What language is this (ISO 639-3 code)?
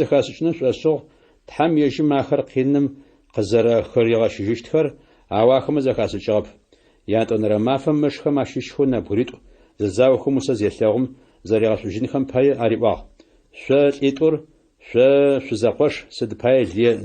ady